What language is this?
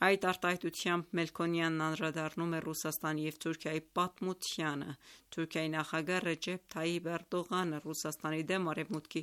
Armenian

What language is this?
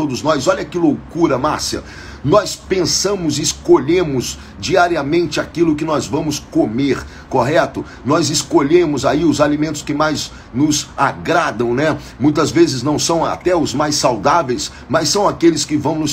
Portuguese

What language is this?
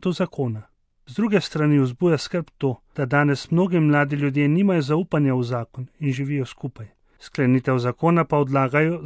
Slovenian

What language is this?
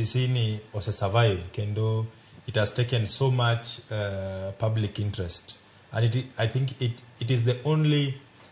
Luo (Kenya and Tanzania)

